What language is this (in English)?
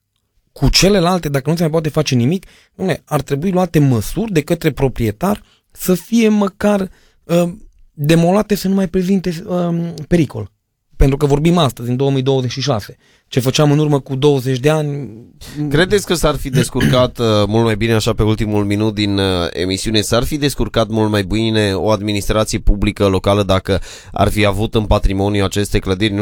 Romanian